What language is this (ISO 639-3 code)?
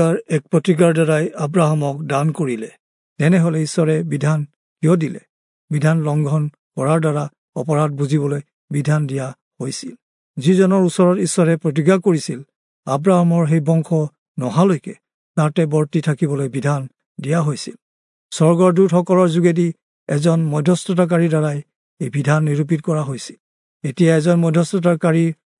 asm